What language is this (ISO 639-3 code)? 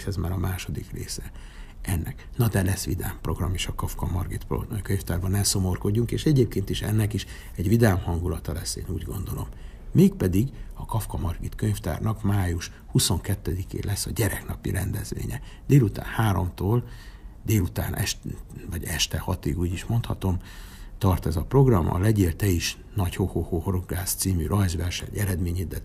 hun